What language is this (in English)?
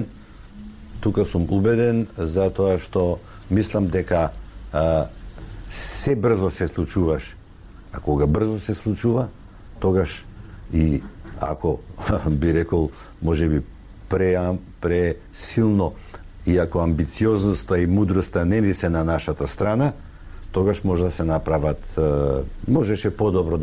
Macedonian